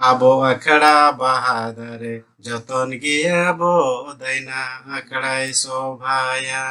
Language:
Santali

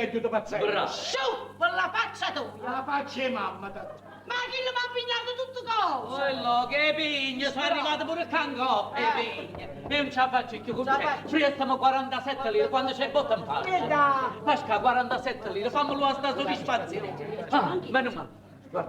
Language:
Neapolitan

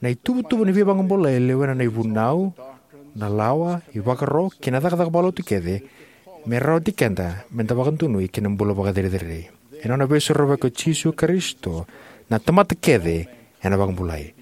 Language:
Fijian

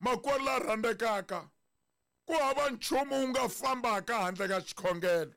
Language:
Tsonga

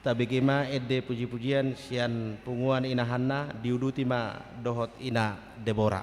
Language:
Batak Toba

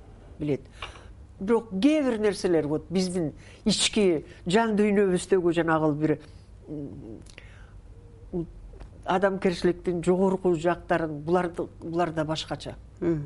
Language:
Kyrgyz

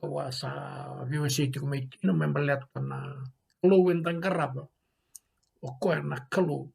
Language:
Fijian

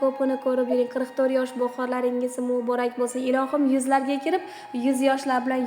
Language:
Uzbek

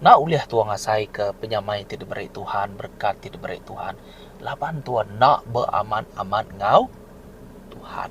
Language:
Iban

